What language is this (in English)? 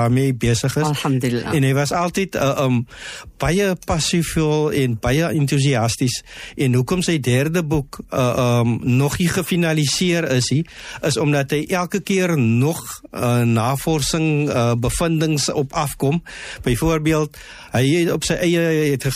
Afrikaans